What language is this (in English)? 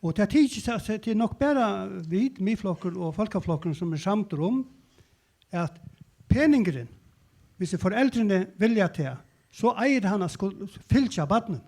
Faroese